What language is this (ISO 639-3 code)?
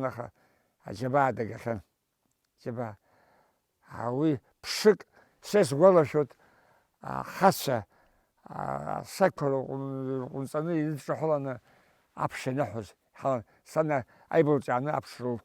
abk